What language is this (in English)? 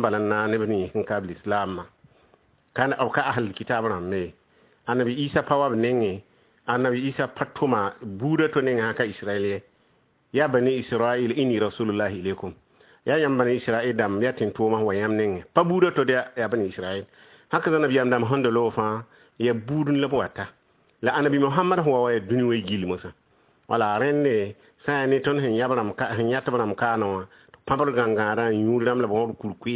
Mossi